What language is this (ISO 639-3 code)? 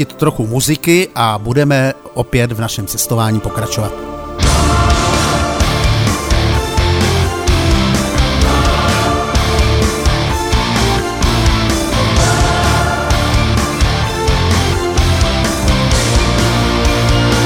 ces